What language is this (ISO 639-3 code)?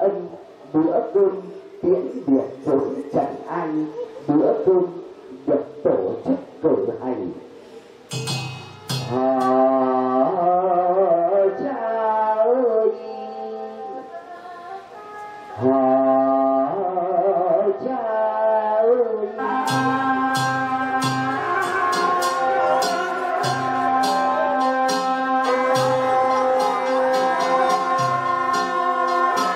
vie